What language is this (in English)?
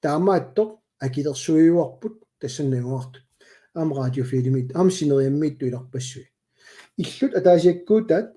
Kalaallisut